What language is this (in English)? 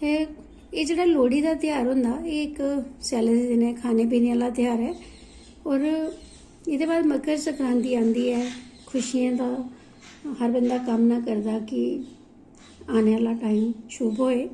Dogri